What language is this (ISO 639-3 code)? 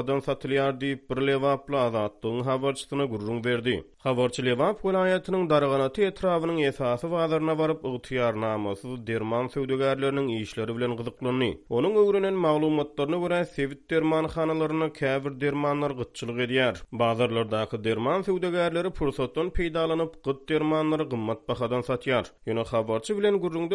tuk